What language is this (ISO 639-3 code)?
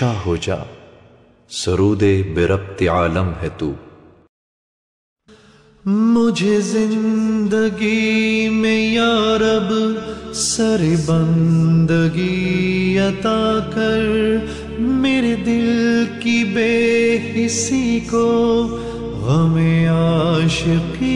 urd